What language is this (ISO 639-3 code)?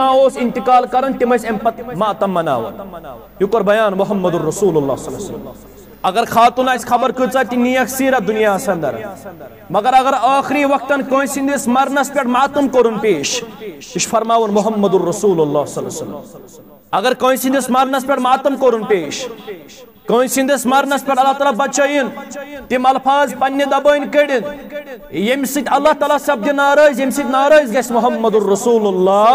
kas